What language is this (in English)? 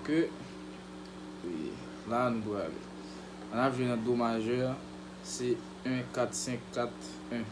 Haitian Creole